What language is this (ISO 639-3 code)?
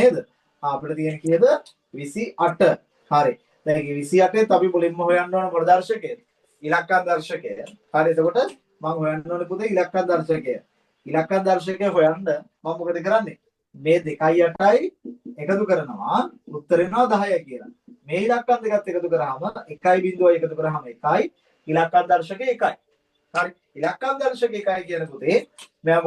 sin